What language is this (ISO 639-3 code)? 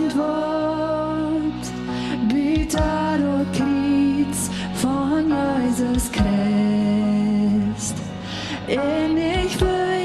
pdt